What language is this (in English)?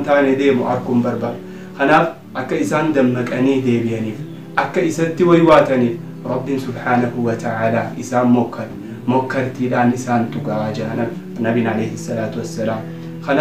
Oromo